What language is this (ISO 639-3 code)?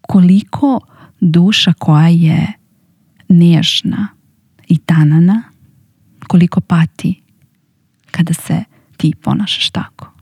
srp